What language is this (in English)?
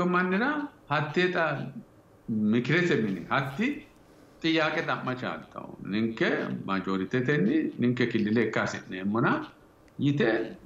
Sidamo